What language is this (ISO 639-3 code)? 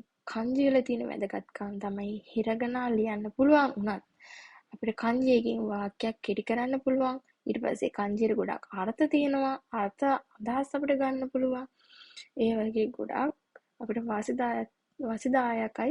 sin